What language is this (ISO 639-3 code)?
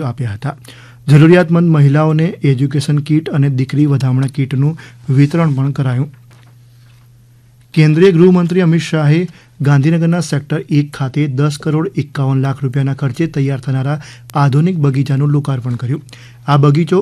guj